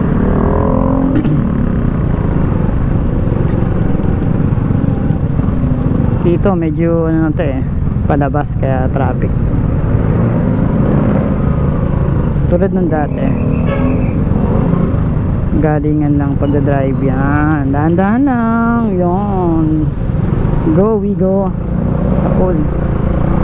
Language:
Filipino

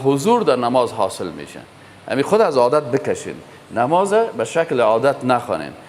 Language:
Persian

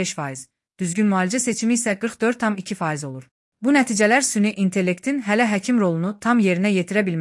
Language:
Azerbaijani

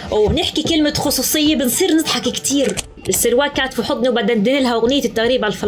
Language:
North Levantine Arabic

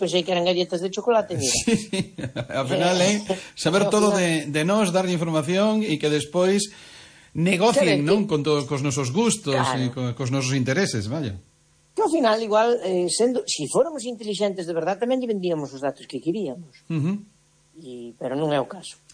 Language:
Galician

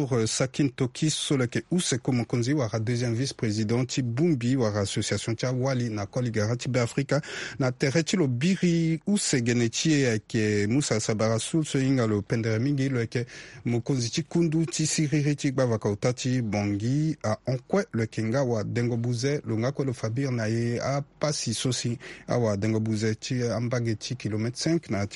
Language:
Sango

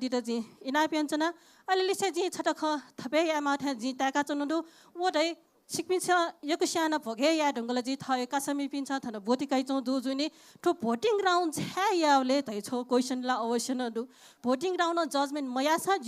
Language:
Newari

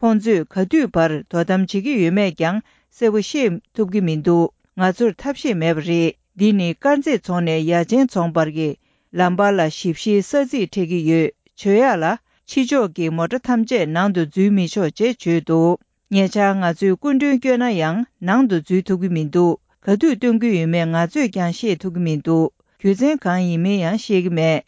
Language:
Tibetan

